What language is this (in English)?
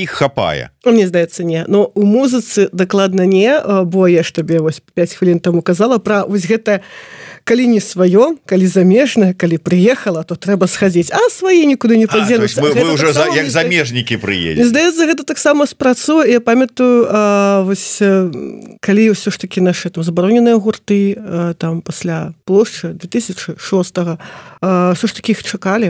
Belarusian